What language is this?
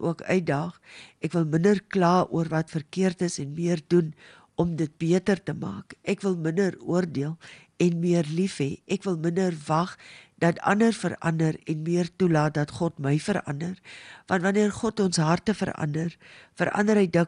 Afrikaans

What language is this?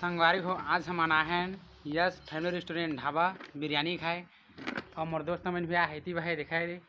Chhattisgarhi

